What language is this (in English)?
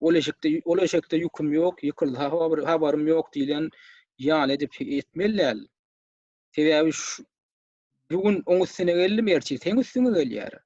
Turkmen